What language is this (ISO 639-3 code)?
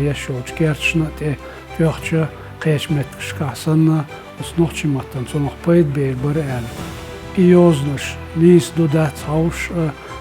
che